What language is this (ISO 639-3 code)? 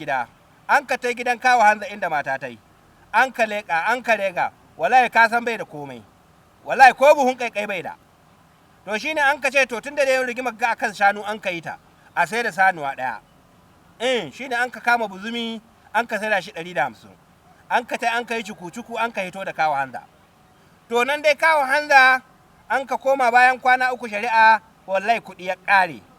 hau